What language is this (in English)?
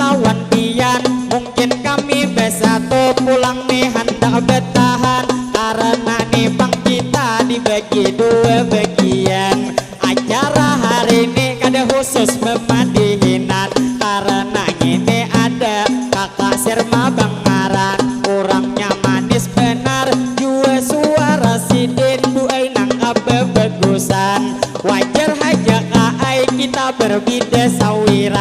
Banjar